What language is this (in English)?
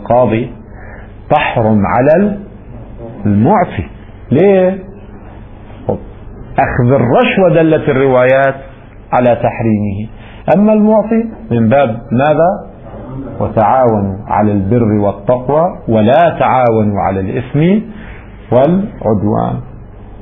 Arabic